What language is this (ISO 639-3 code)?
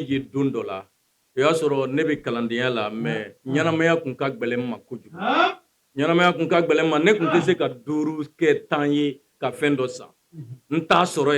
bam